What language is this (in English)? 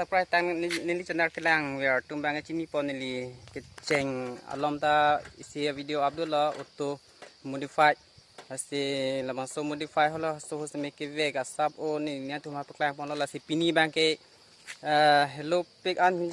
Karbi